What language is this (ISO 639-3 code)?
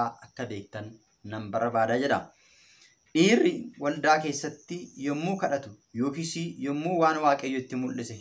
orm